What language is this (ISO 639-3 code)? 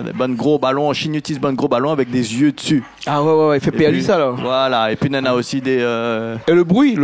rcf